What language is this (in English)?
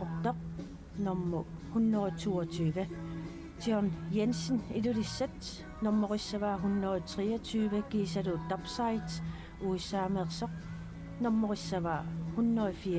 Kalaallisut